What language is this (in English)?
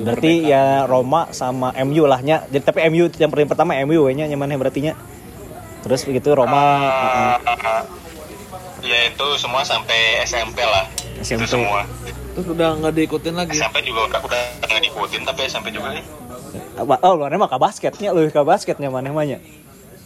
Indonesian